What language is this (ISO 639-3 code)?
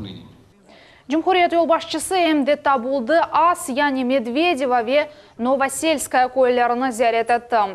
crh